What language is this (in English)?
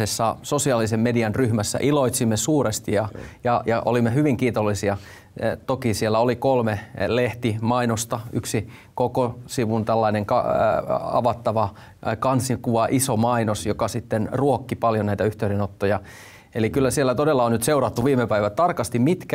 Finnish